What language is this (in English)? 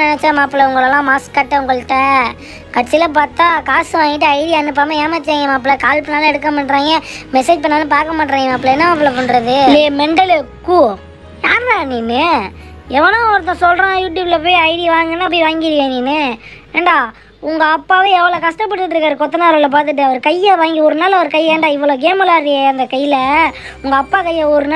Tamil